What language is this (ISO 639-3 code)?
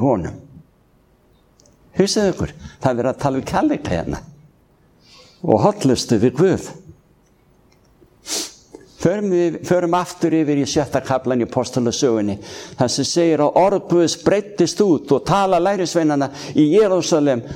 isl